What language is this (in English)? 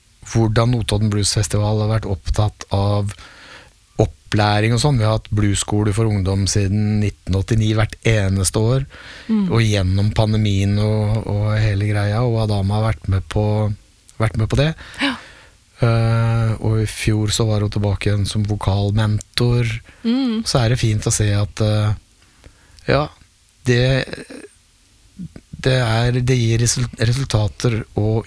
Norwegian